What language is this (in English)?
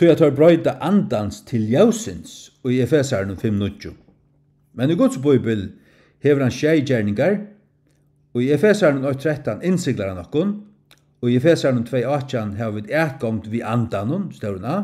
Faroese